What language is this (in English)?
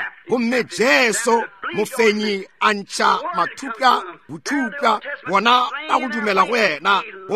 Northern Sotho